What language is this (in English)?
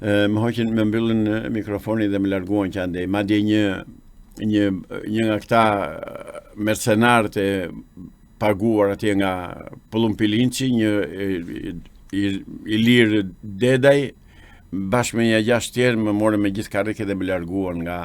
Albanian